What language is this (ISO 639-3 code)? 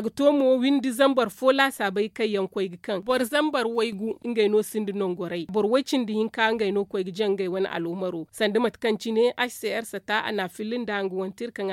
dje